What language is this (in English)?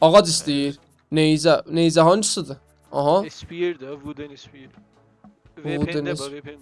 South Azerbaijani